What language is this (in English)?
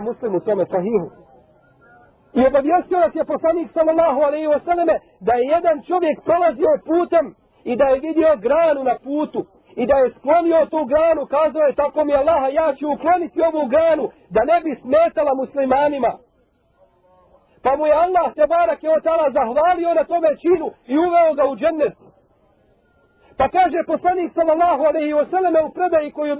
Bosnian